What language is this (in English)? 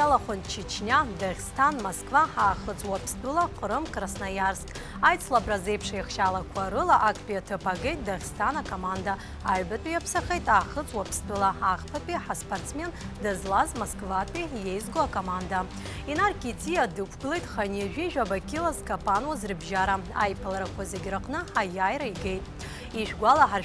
Abkhazian